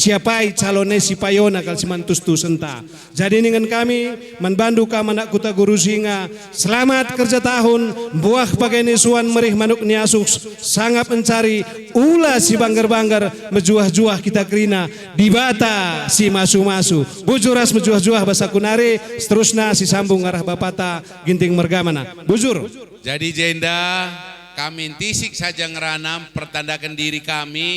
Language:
Batak Karo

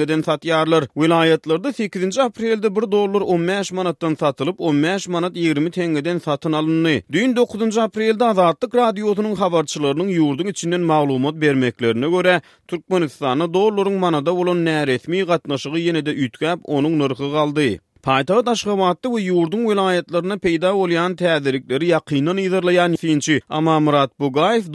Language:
Turkmen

